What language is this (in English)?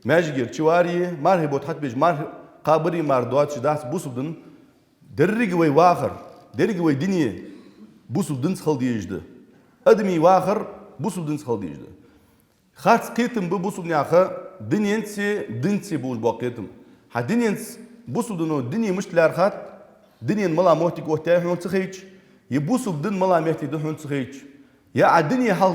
Ingush